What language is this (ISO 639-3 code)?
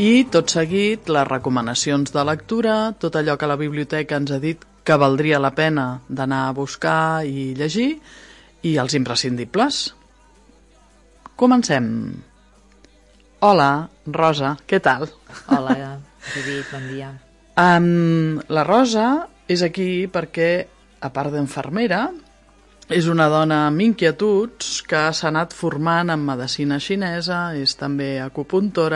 cat